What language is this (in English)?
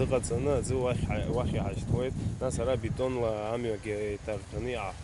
Abkhazian